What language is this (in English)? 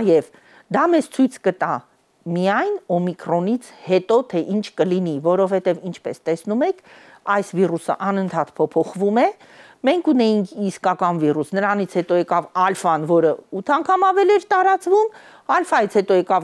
Armenian